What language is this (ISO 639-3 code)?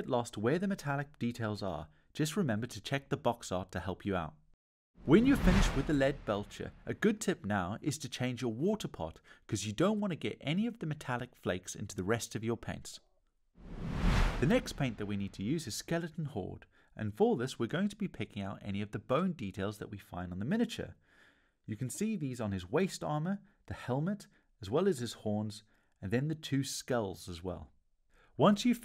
eng